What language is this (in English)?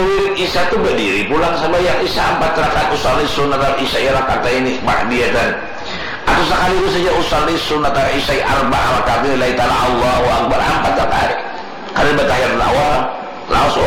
Banjar